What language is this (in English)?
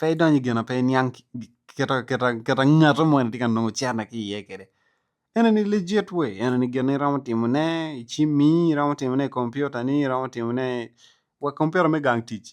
Acoli